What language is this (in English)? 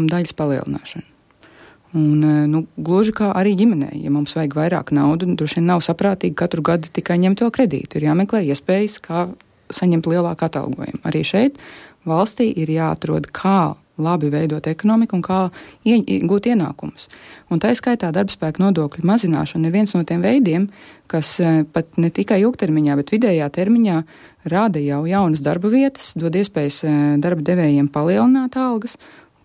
Latvian